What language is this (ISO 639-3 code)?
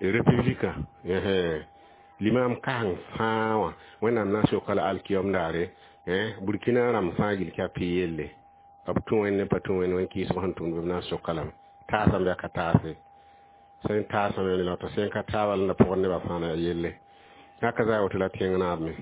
mos